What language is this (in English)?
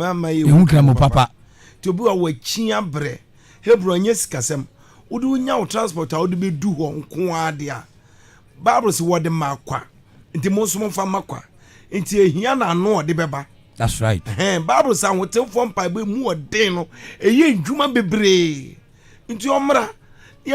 Akan